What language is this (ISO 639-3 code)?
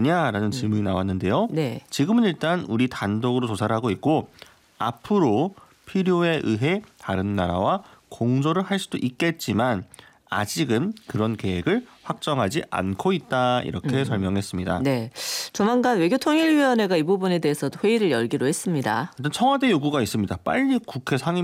kor